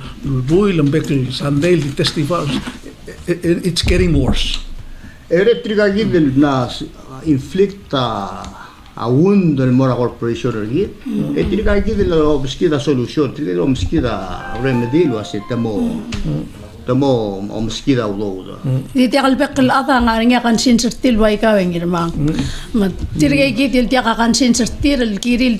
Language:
Palauan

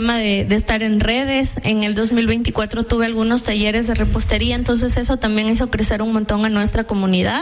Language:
Spanish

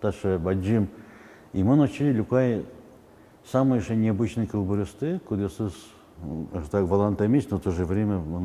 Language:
Udmurt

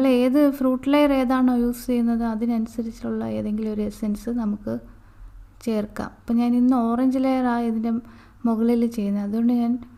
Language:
Malayalam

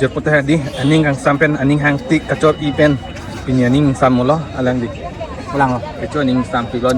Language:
Karbi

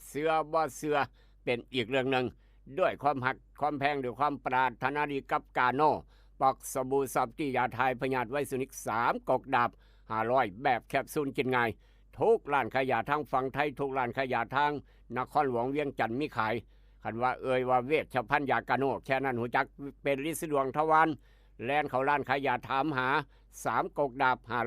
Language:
Northeastern Thai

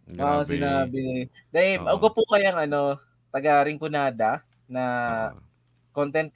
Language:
Bikol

